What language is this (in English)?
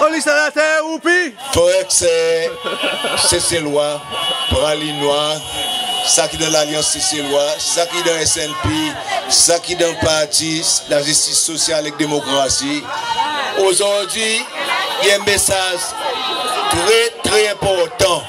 Seselwa Creole French